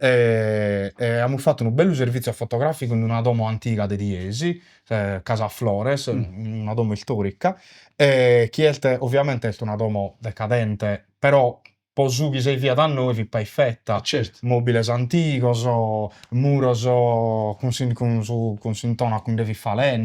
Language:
Sardinian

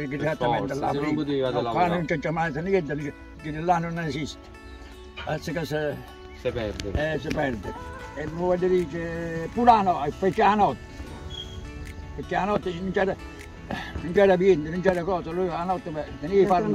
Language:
Italian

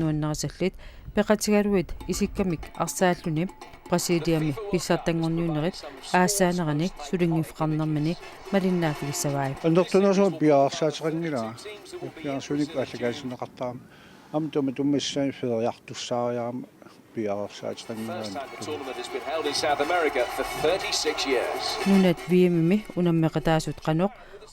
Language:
Kalaallisut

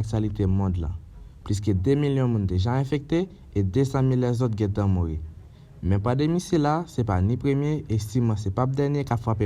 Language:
Haitian Creole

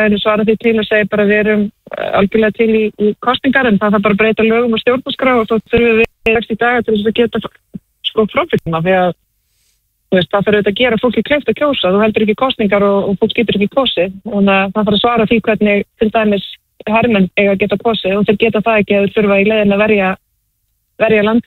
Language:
Icelandic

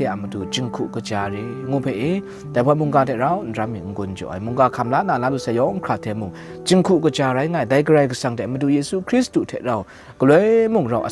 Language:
Kachin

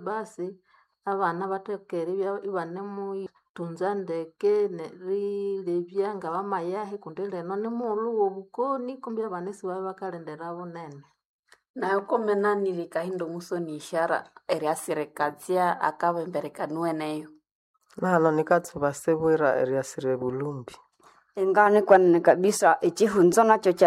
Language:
Nande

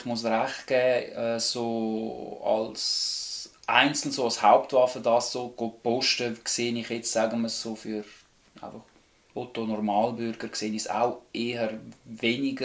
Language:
Swiss German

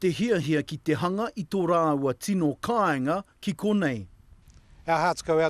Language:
Māori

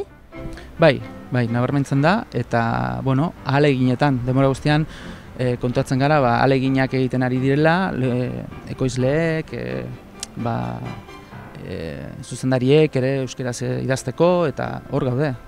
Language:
Basque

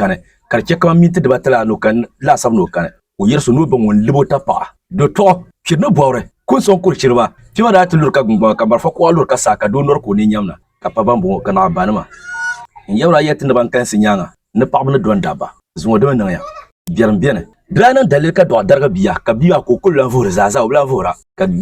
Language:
Dagbani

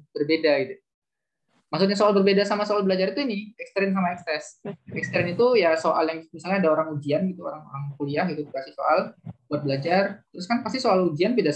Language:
Indonesian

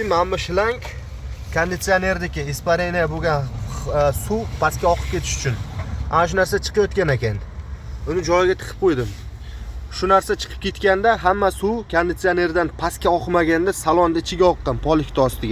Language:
Uzbek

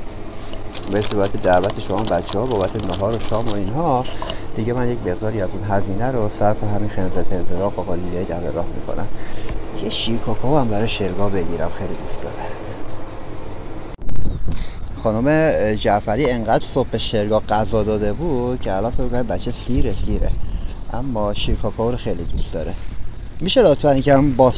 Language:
Persian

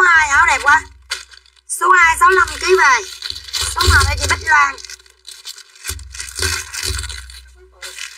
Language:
Vietnamese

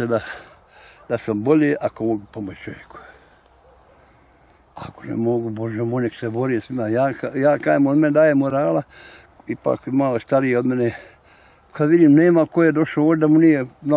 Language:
Bosnian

